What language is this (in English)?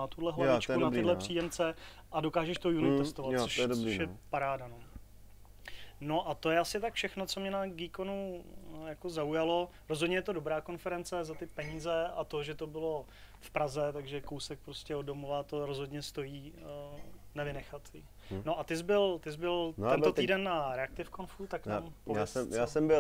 Czech